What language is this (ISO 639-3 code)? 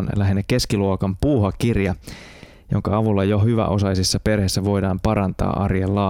fin